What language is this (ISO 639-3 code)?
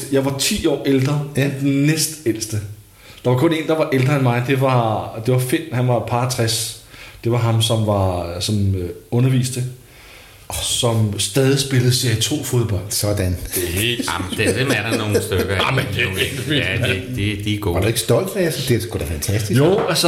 dan